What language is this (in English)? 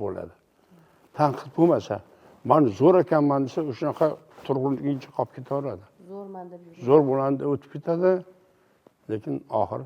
Uzbek